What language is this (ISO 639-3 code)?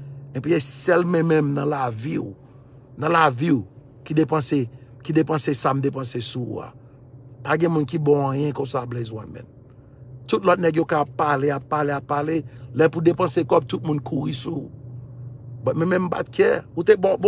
hat